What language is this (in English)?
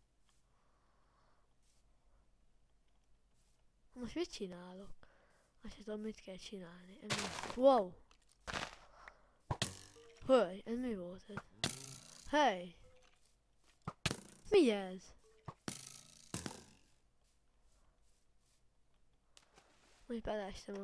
Hungarian